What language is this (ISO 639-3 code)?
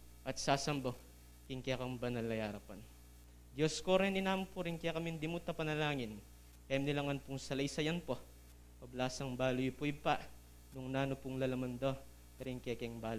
pam